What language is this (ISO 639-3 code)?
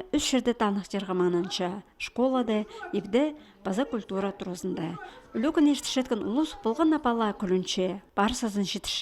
kjh